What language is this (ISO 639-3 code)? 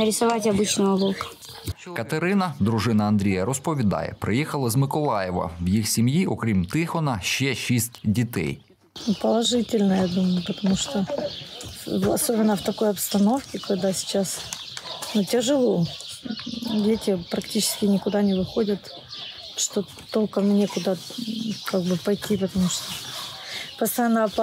ukr